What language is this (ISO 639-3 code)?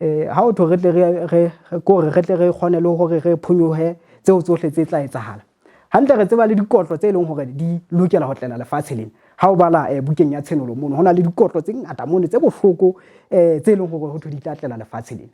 sot